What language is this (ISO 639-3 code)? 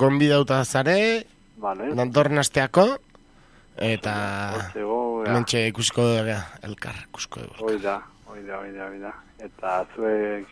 eus